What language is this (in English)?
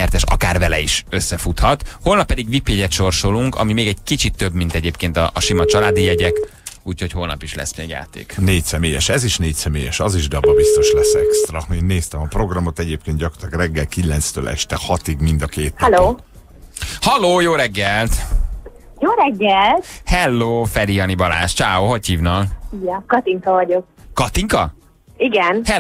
Hungarian